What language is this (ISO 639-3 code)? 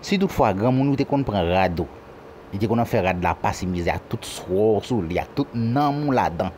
hat